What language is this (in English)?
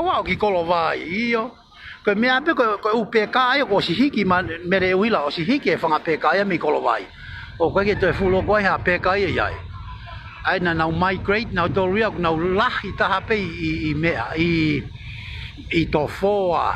Tongan